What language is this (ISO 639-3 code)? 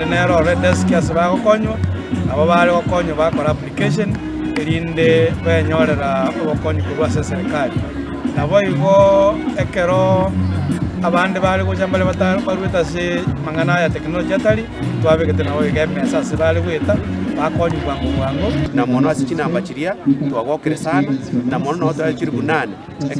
guz